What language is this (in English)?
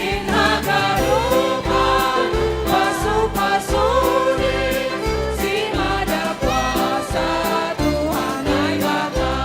Batak Simalungun